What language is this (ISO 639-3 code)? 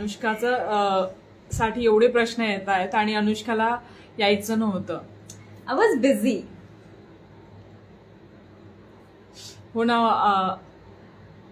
mar